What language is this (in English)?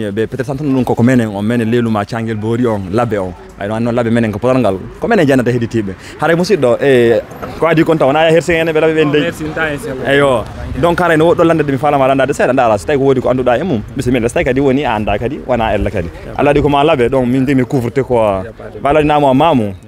Fula